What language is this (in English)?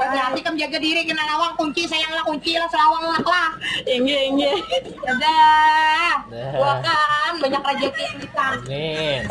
Banjar